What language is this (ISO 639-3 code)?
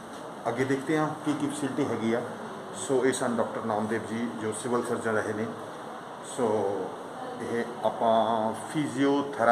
pan